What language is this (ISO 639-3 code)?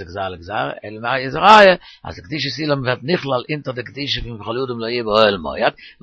yid